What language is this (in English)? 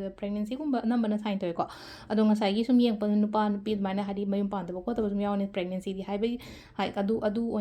Manipuri